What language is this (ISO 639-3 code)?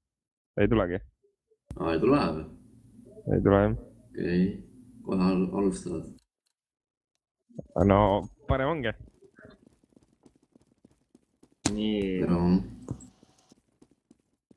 est